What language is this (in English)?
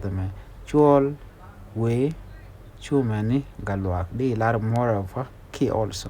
Nuer